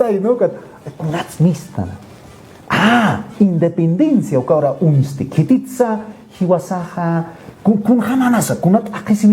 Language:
Aymara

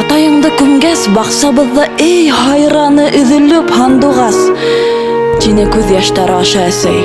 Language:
Bashkir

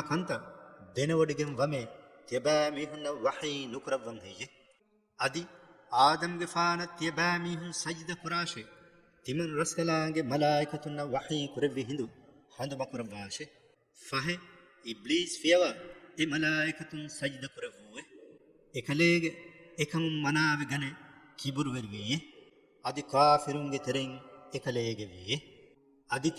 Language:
Divehi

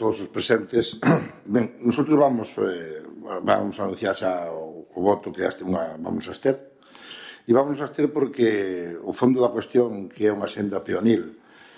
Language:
Galician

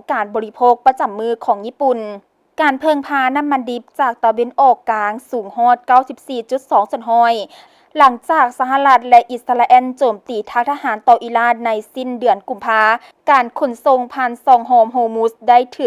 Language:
Lao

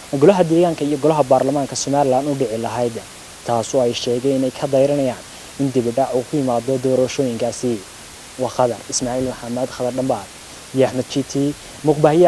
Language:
Somali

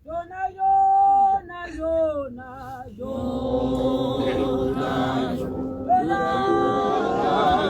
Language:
Tswana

